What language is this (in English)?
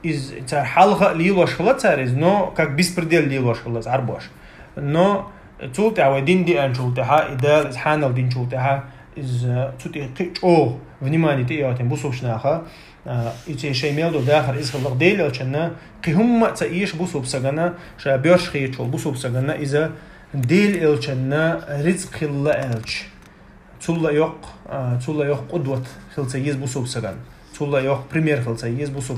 Chechen